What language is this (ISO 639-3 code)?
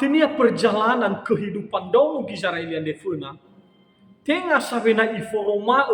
nia